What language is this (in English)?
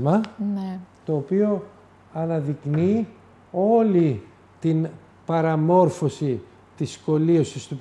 Greek